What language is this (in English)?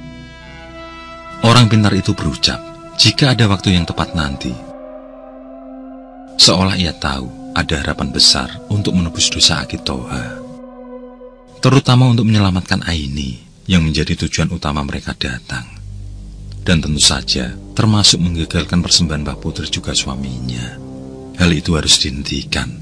Indonesian